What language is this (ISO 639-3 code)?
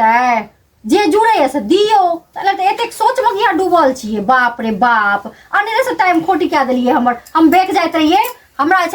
mai